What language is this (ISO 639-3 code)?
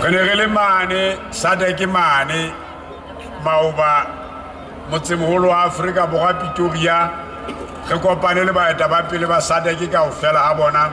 sot